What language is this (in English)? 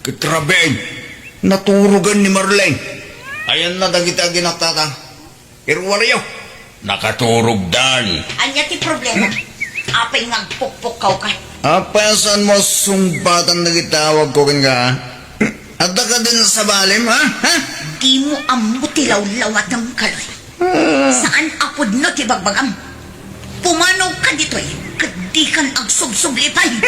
Iloko